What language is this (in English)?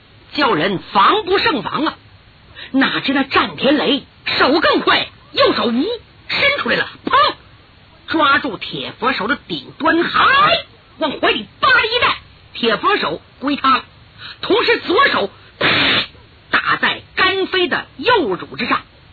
Chinese